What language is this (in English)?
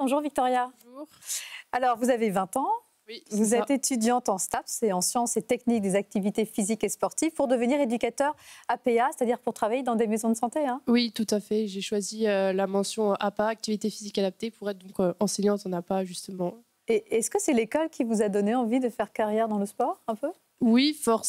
French